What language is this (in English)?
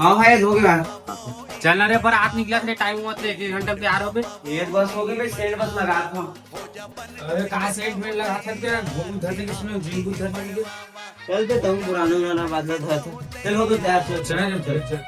Chhattisgarhi